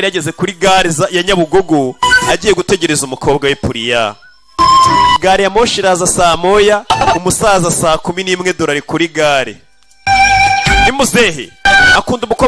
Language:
Kinyarwanda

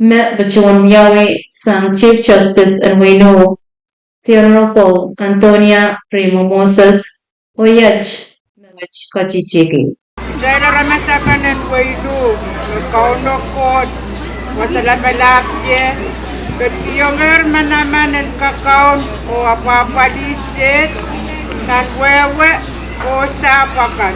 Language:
Pohnpeian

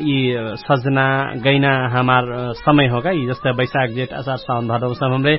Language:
Dangaura Tharu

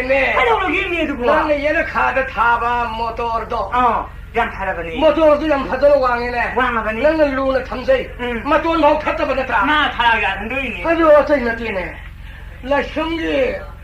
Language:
Manipuri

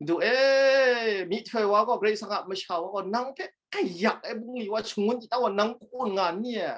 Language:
Kachin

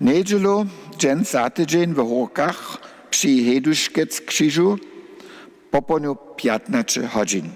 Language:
Upper Sorbian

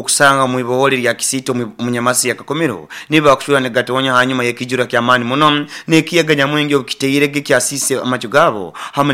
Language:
Nyoro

